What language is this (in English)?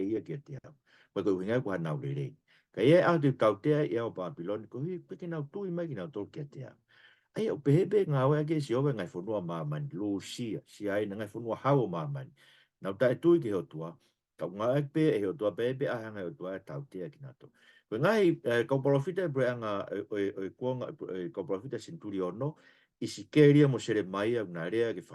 Tongan